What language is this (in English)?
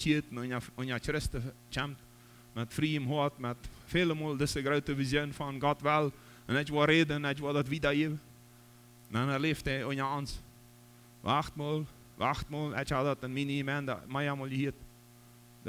Plautdietsch